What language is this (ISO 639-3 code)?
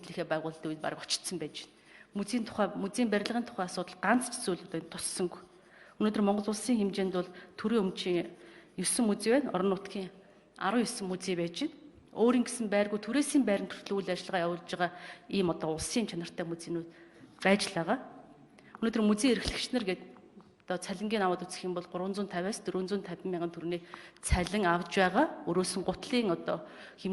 mon